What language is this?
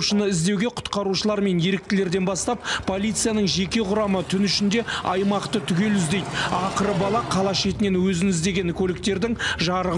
Kazakh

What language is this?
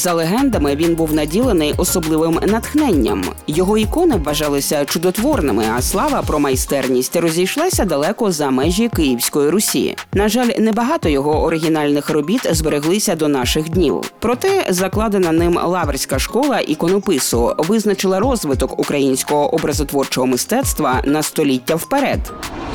Ukrainian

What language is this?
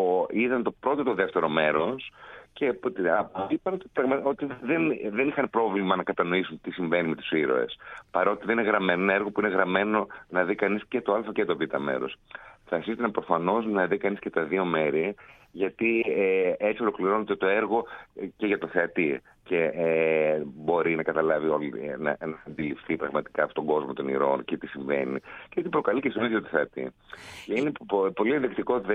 Greek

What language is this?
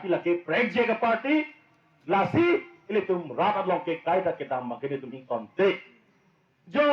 Karbi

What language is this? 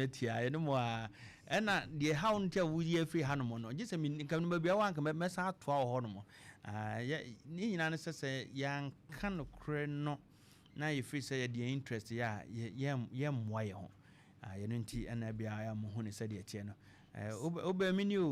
Akan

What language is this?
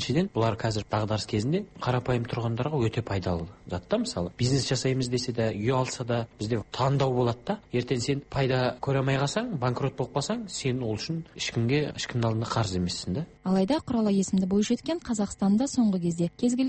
Kazakh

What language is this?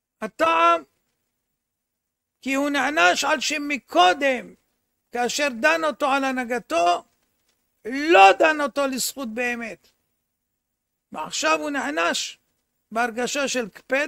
Hebrew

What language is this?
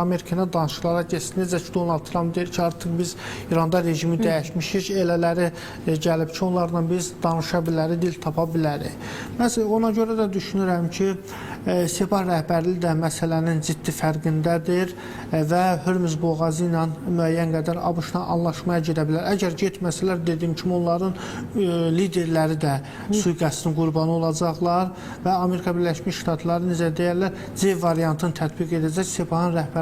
Azerbaijani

